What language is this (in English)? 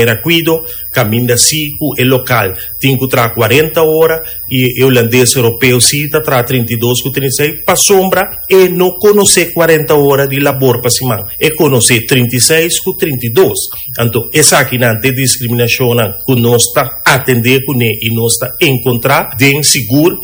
Papiamento